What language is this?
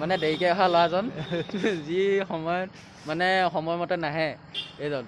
Assamese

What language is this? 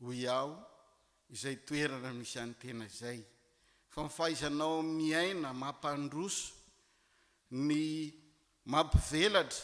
Malagasy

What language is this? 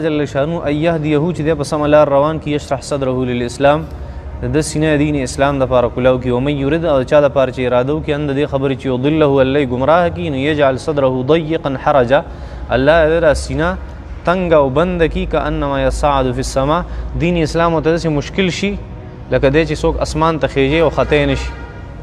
Pashto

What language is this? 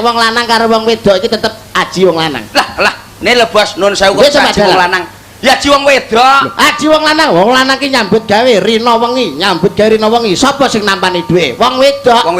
Javanese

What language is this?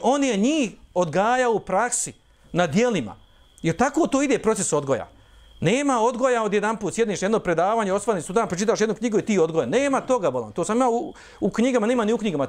Bosnian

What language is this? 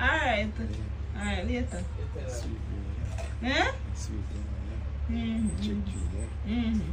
Jamaican Creole English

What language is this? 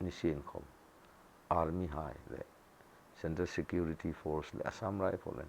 Hmar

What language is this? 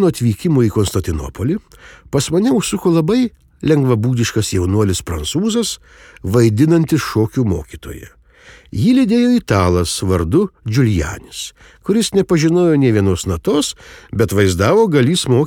Lithuanian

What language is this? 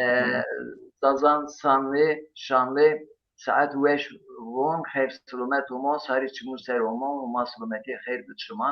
Zaza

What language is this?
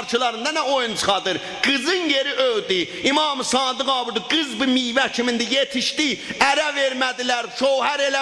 South Azerbaijani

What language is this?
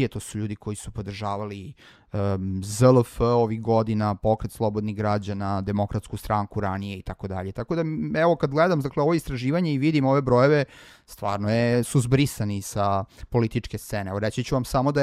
Serbian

